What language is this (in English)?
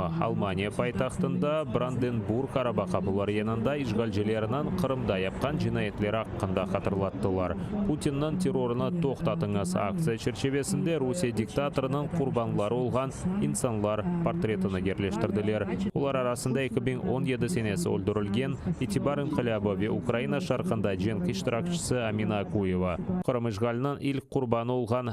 Crimean Tatar